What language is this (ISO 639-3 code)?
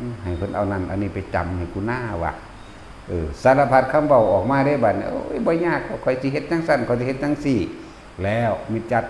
tts